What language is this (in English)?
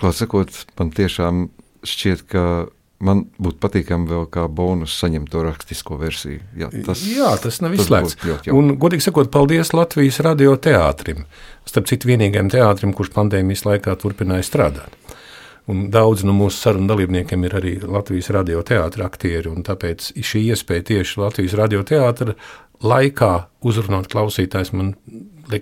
Latvian